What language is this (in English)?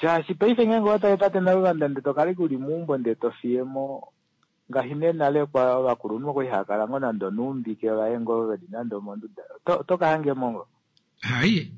Kuanyama